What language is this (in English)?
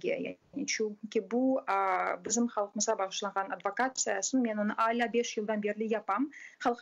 Crimean Tatar